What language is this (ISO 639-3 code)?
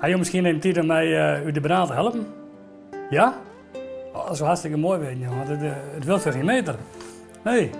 fry